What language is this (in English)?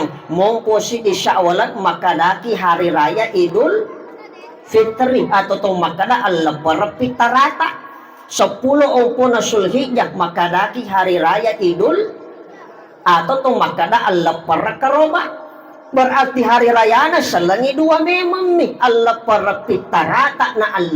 Buginese